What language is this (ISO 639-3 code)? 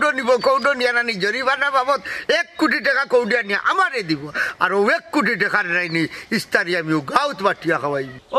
syl